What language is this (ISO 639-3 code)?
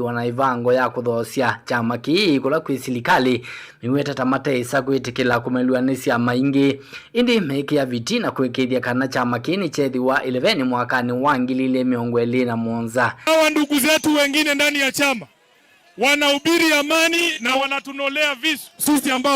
kam